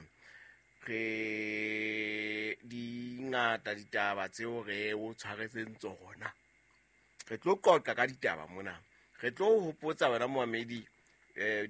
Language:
Southern Sotho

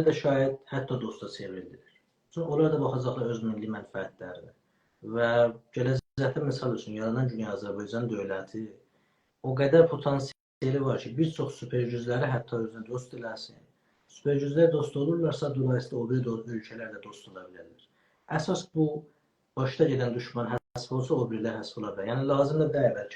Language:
South Azerbaijani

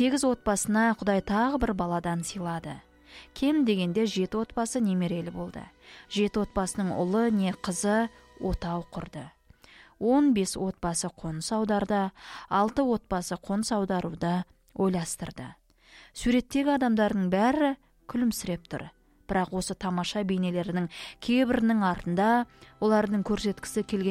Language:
Kazakh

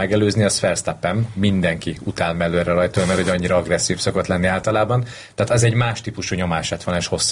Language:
Hungarian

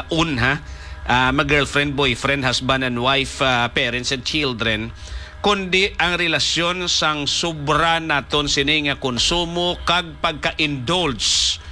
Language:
Hiligaynon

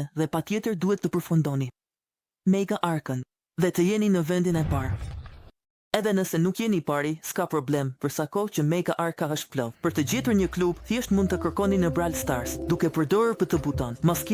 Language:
Albanian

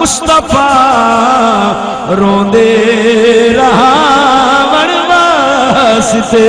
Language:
Saraiki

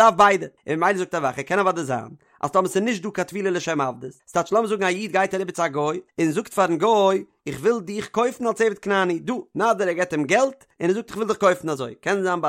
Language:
Yiddish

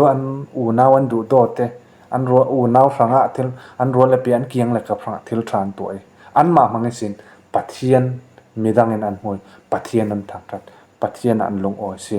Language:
Falam Chin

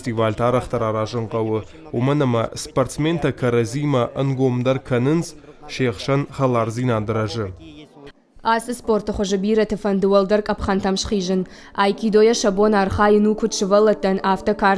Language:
Ossetic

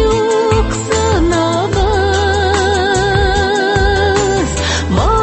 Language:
Tatar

